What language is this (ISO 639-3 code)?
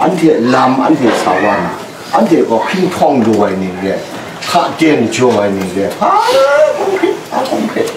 kac